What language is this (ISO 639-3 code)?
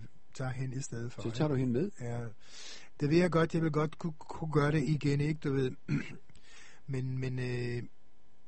dan